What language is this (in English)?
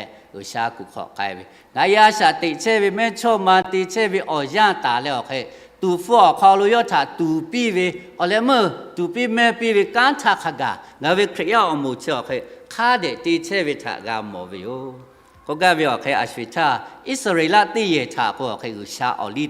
Lahu